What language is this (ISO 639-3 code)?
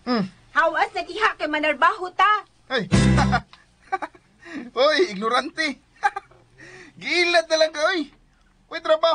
ceb